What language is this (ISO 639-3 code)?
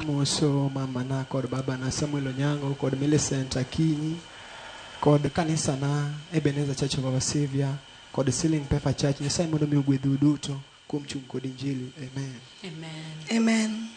luo